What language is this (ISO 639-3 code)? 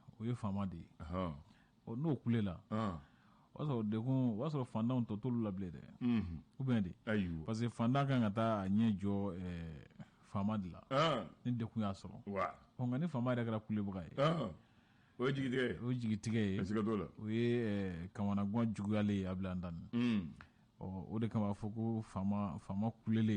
bam